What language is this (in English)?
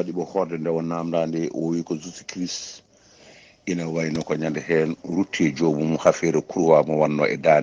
Fula